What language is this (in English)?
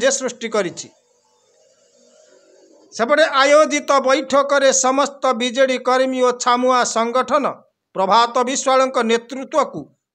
Odia